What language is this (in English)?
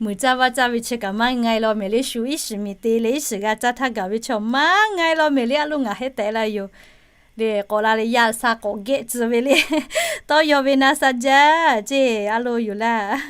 Lahu